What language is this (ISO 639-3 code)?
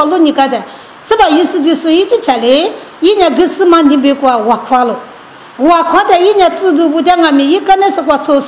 lis